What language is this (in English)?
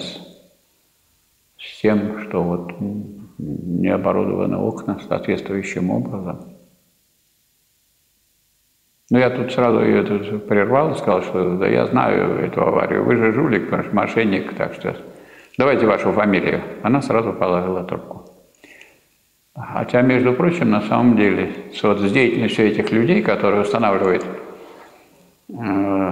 Russian